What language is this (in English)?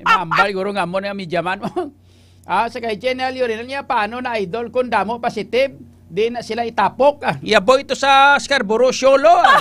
Hiligaynon